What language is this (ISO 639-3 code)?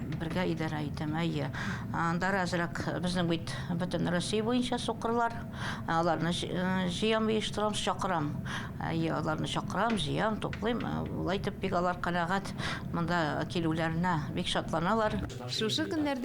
tat